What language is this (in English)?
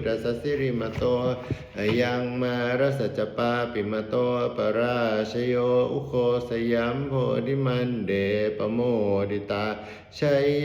Pali